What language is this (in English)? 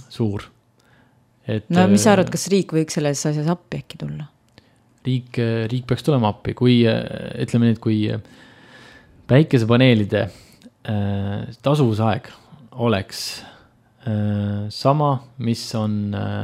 Estonian